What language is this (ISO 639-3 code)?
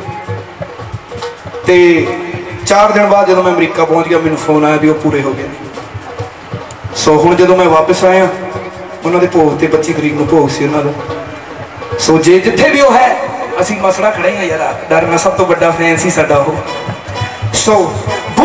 pan